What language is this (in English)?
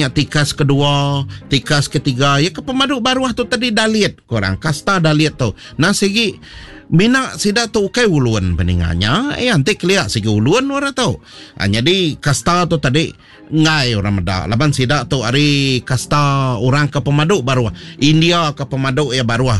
Iban